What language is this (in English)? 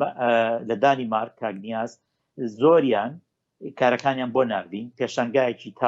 Central Kurdish